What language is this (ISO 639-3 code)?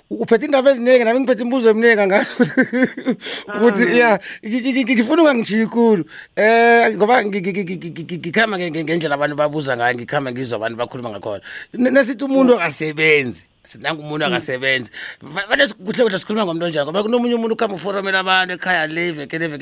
nbl